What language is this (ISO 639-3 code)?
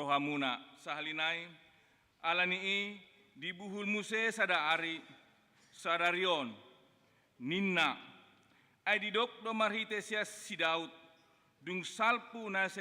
bbc